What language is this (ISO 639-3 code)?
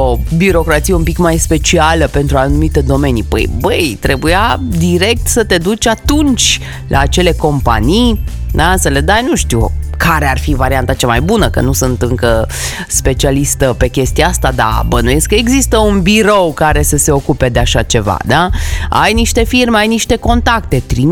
ron